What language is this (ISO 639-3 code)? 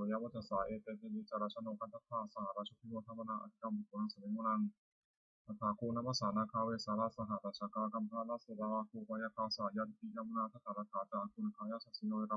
pli